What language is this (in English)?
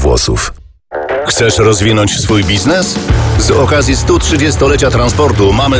Polish